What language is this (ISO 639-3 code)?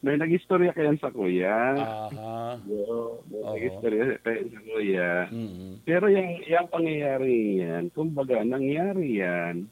bik